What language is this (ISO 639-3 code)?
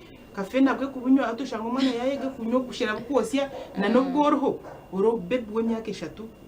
nyn